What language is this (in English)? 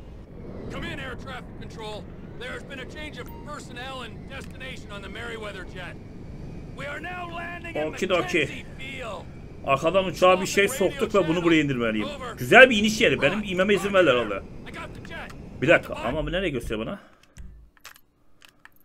Turkish